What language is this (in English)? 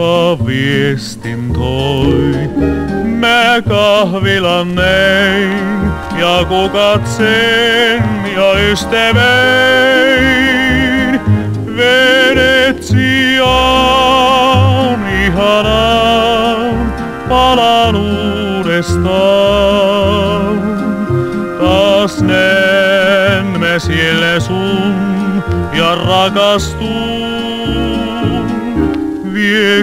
Finnish